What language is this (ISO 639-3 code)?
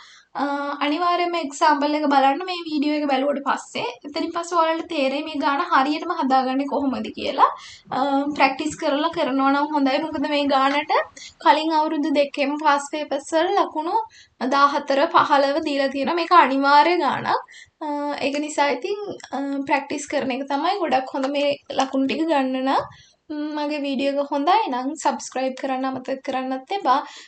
sin